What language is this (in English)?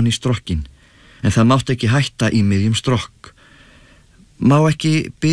Icelandic